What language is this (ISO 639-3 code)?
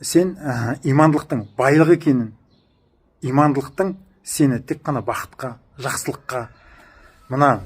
kaz